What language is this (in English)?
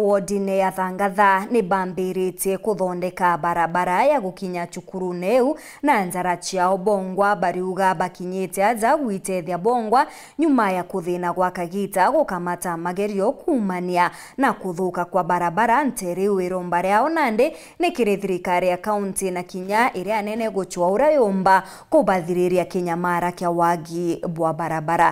Meru